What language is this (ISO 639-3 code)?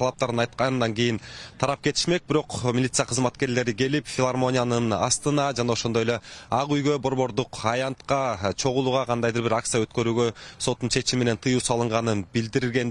kir